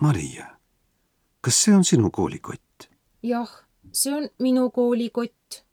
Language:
Estonian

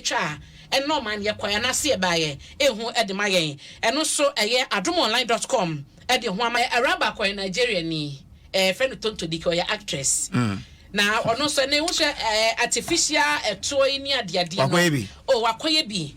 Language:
Akan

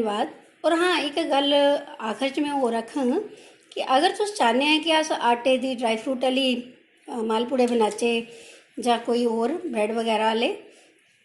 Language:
Dogri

